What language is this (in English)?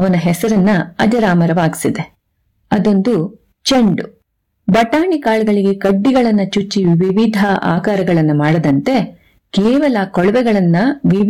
Kannada